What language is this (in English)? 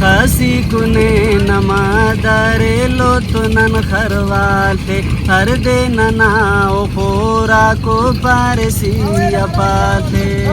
Brahui